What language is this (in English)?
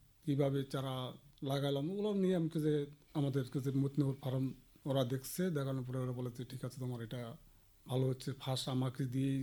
Bangla